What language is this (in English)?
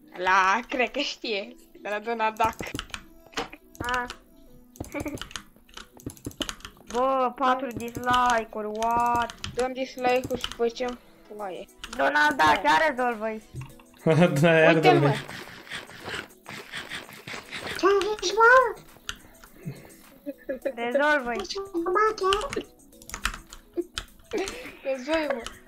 Romanian